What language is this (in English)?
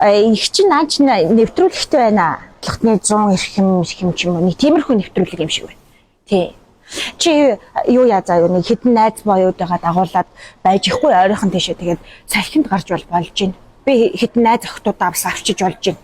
Mongolian